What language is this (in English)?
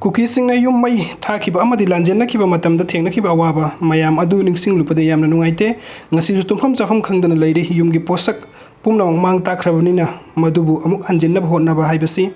Manipuri